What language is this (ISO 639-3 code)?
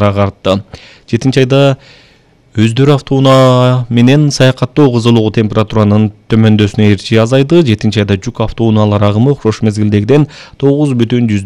kir